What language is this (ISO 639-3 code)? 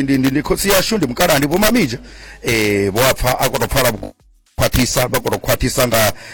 ven